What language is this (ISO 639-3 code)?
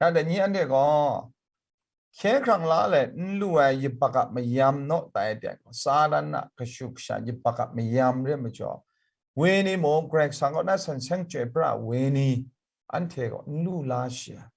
kac